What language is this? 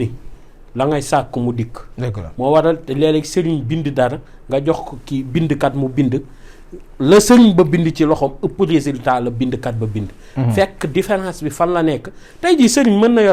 Wolof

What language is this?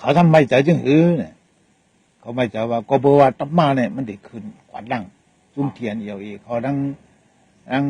Shan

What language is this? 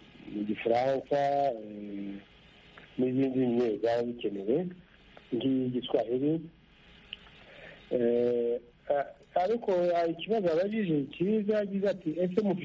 Kinyarwanda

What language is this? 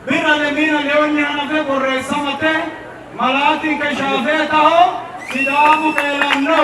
Sidamo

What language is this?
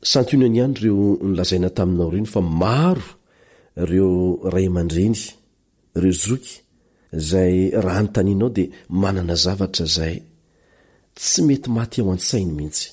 Malagasy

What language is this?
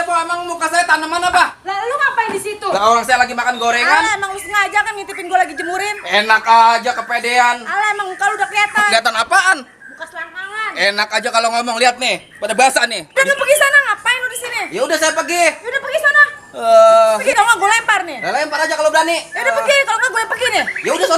Betawi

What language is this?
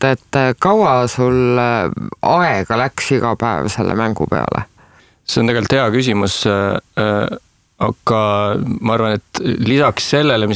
Estonian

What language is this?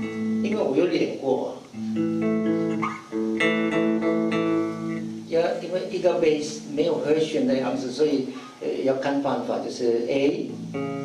Chinese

